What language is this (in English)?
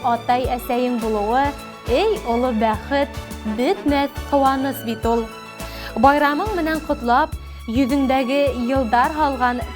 Bashkir